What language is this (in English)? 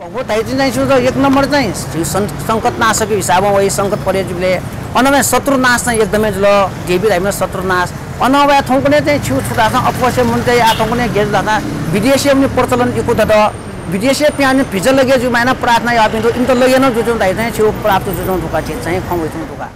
Newari